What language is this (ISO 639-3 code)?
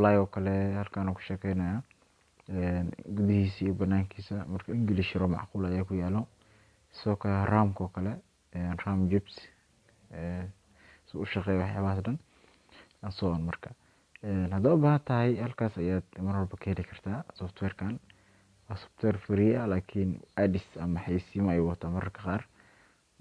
som